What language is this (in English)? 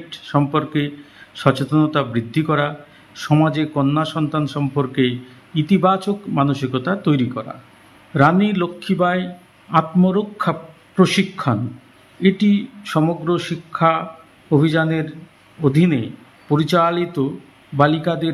Bangla